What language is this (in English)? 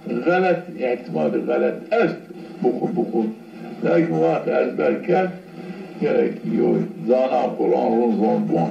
Zaza